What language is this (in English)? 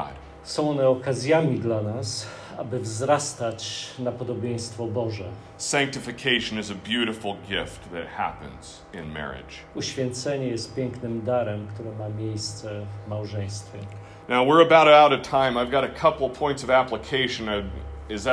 Polish